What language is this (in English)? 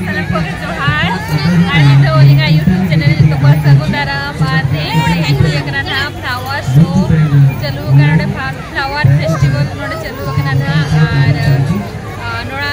Santali